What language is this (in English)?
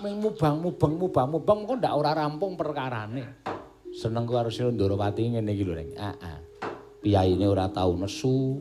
Javanese